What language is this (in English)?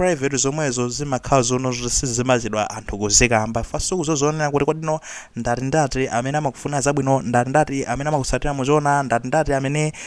Nyanja